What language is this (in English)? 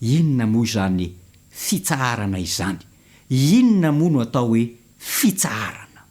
Malagasy